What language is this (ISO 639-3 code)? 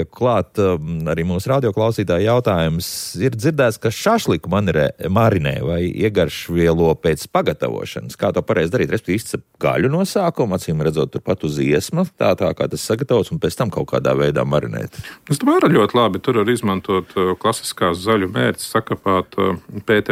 lav